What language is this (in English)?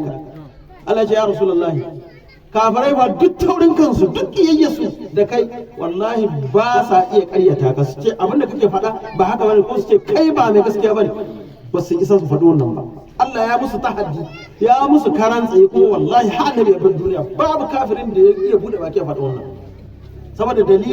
Hausa